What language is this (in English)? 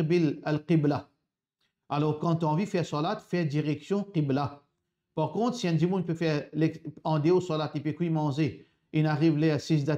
Morisyen